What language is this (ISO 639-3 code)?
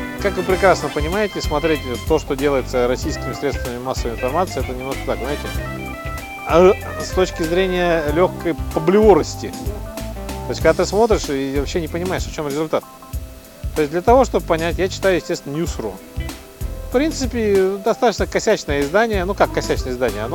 rus